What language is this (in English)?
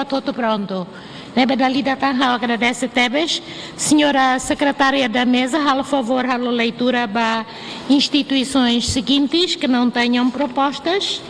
Tetum